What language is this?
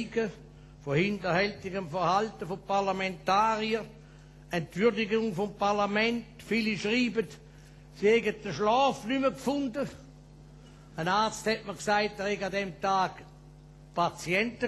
German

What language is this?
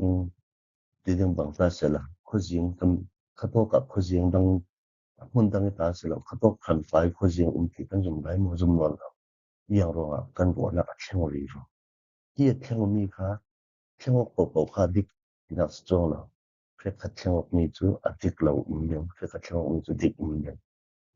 Falam Chin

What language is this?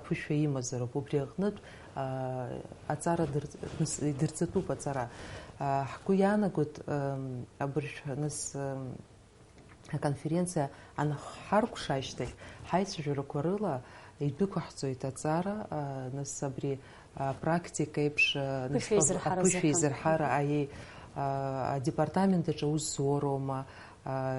Abkhazian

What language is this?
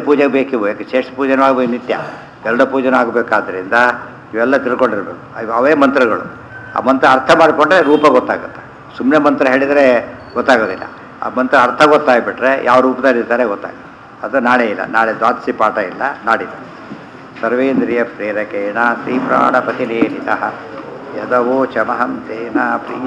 Kannada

